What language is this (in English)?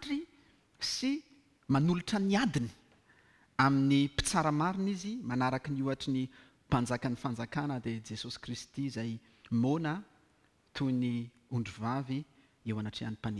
Malagasy